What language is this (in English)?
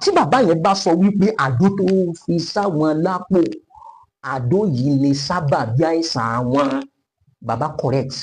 Yoruba